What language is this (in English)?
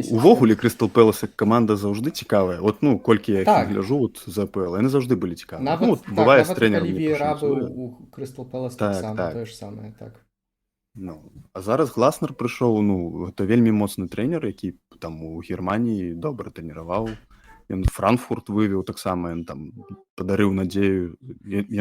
Belarusian